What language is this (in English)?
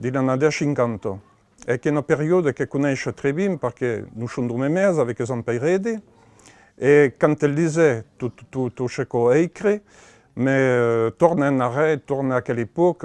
Occitan